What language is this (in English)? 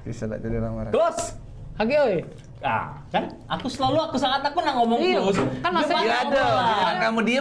Musi